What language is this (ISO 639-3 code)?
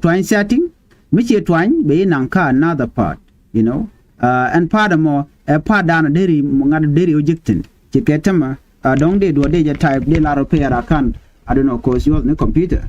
nus